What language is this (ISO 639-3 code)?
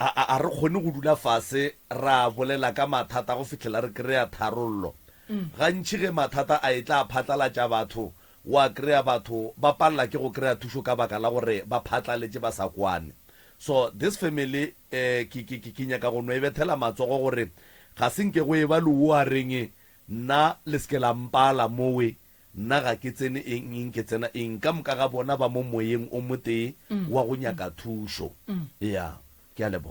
nso